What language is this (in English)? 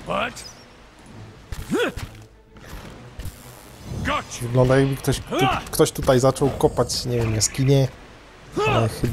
Polish